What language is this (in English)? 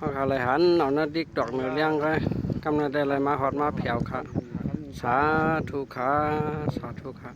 Shan